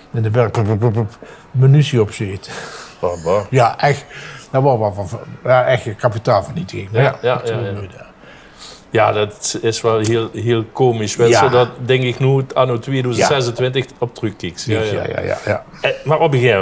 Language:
Limburgish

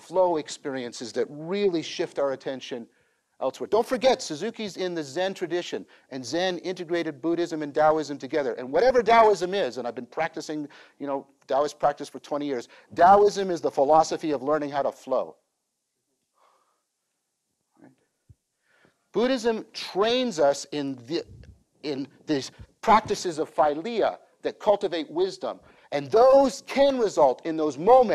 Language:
English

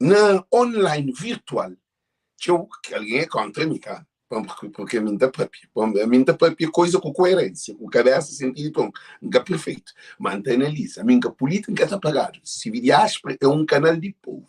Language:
Kabuverdianu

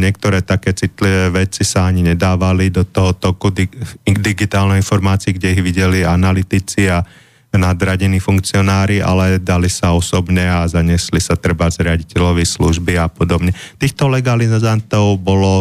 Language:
Slovak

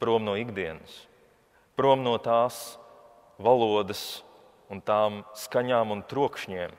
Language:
Latvian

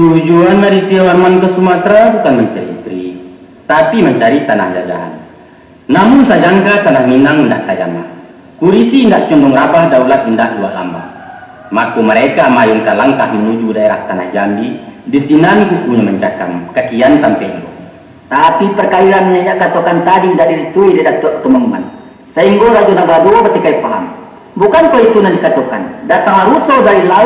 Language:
Minangkabau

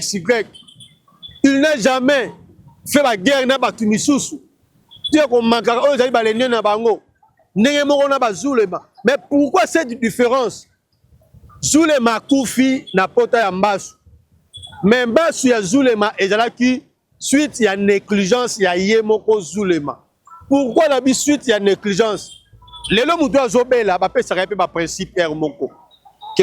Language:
Lingala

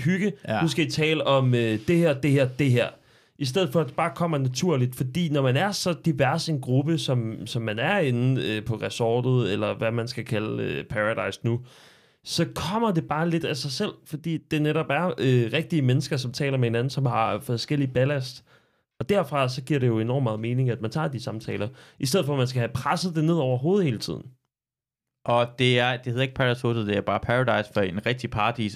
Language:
Danish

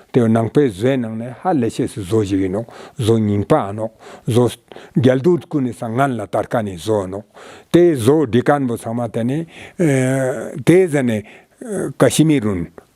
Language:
Ladakhi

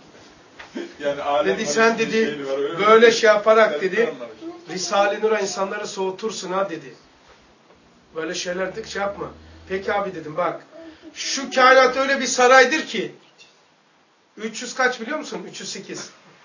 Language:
Turkish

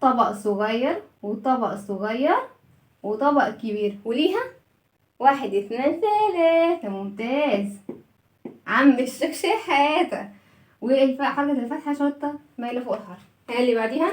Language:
Egyptian Arabic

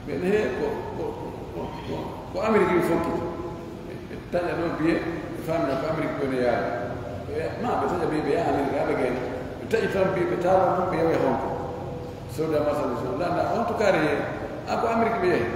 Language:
Pular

